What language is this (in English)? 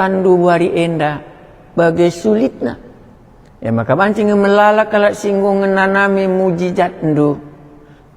Batak Karo